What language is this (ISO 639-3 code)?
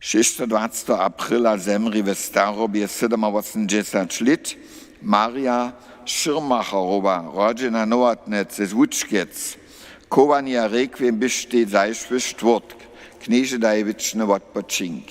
hsb